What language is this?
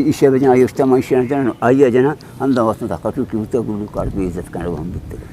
Eastern Balochi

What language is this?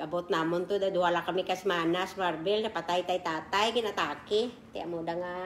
Kinaray-a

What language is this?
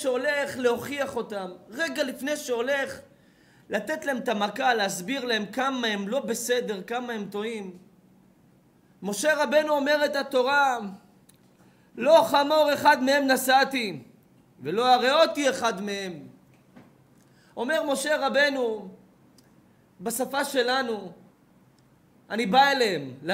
Hebrew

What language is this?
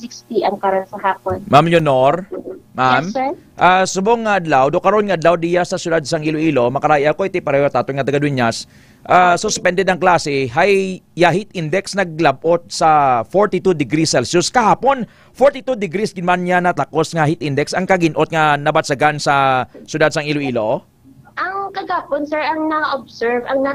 Hiligaynon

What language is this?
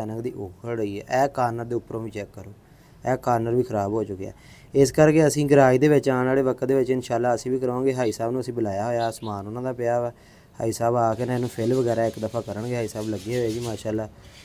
Punjabi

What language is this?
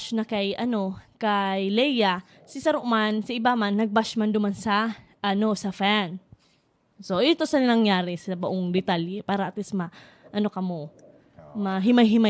Bikol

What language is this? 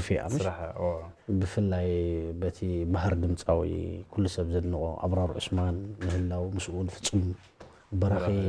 Tigrinya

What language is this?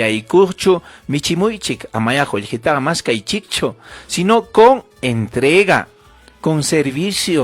Ayacucho Quechua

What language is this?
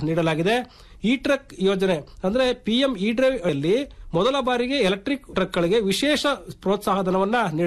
Kannada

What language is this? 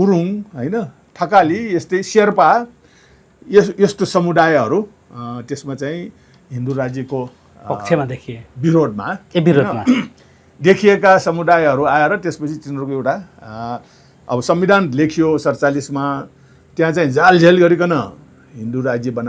Nepali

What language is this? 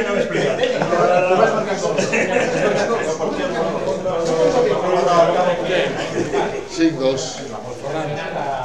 Catalan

